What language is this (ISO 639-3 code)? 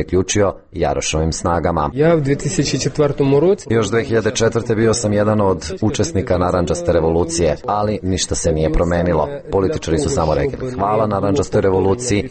srp